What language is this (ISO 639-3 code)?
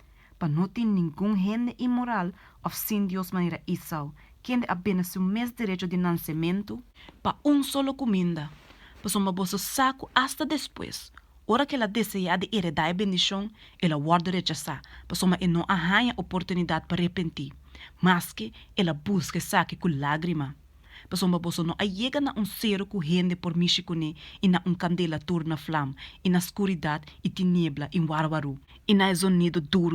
pap